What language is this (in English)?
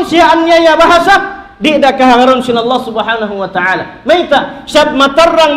Tausug